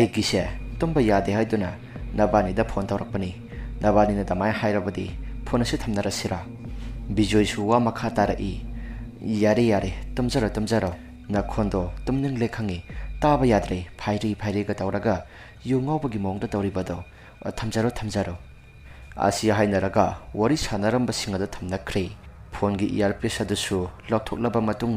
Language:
Manipuri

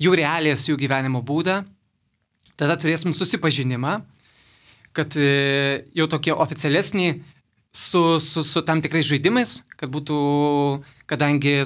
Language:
Lithuanian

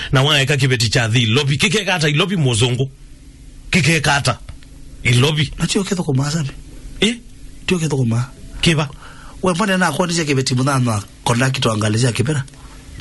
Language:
Kamba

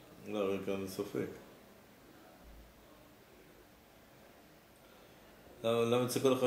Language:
Hebrew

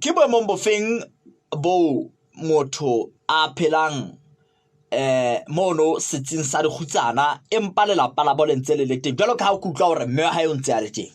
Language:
Southern Sotho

